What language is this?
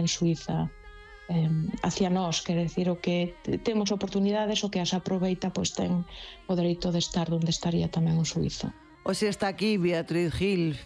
Galician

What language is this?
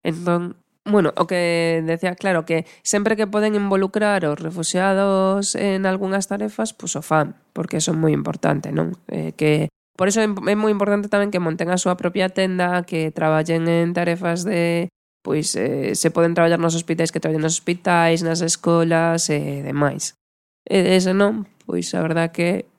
Galician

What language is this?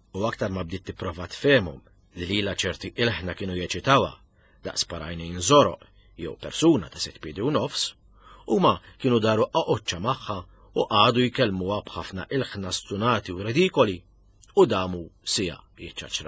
Maltese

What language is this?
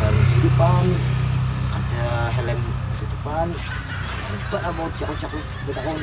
Banjar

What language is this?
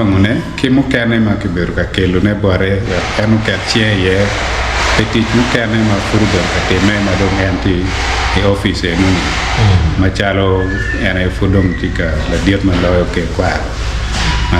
Acoli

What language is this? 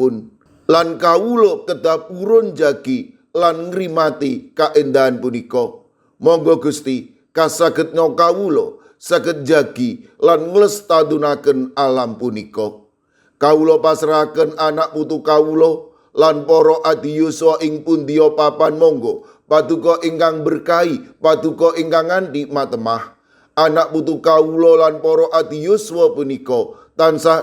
Javanese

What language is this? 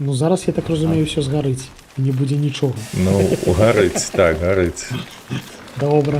Belarusian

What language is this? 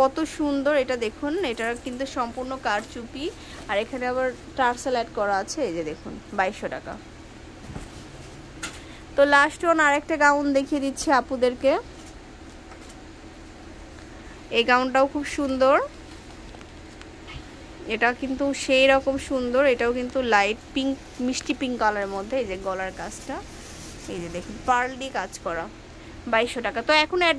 Bangla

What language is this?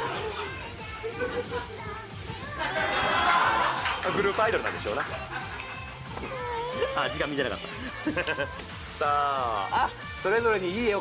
Japanese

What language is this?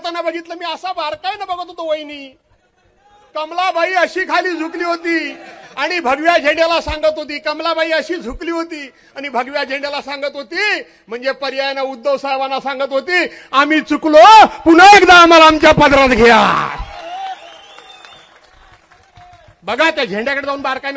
Marathi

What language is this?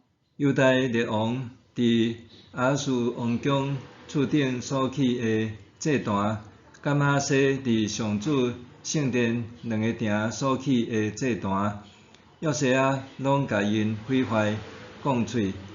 Min Nan Chinese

